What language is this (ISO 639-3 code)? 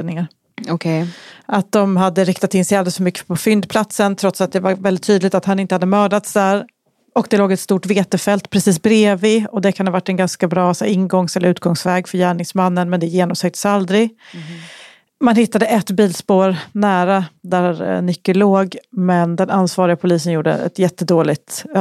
swe